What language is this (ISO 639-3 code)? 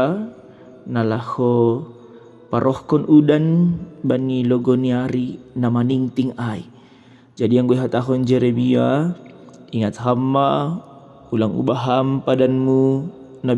bts